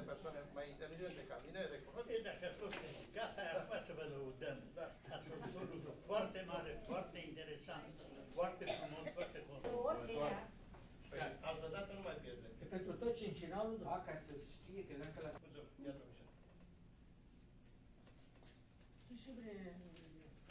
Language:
Romanian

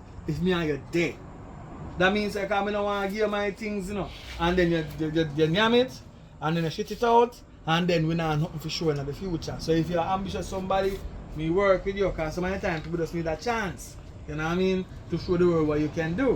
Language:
Jamaican Creole English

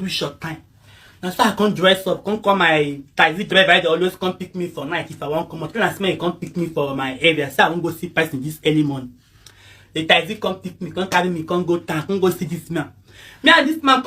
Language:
Nigerian Pidgin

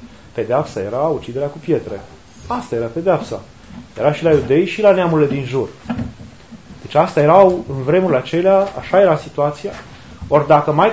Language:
Romanian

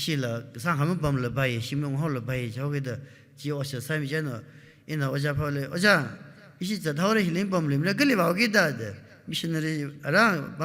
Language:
Tangkhul Naga (India)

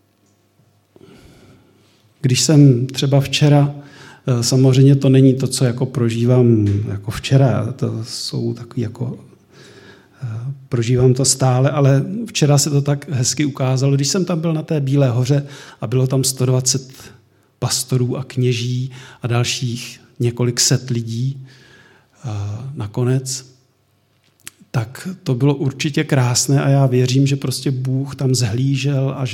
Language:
Czech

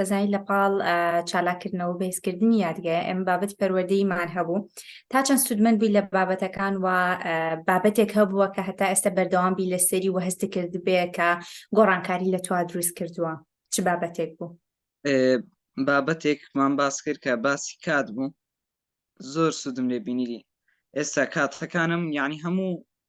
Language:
Central Kurdish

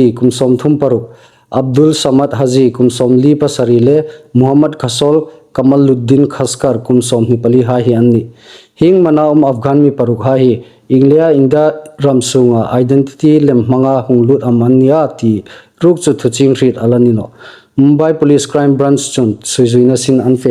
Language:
Hmar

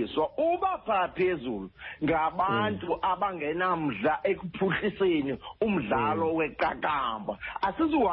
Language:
Xhosa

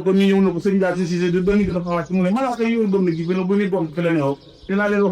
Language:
Wolof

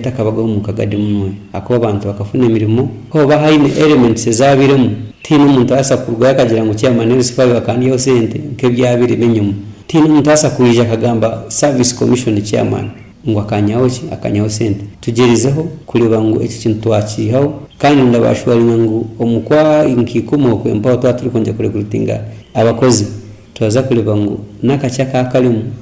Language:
Nyoro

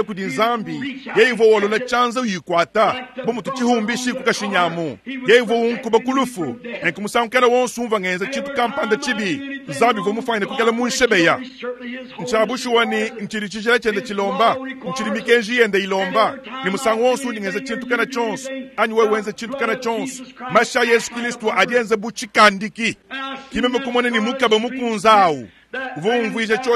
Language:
Luba-Lulua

